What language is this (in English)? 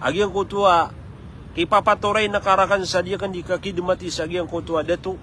Maranao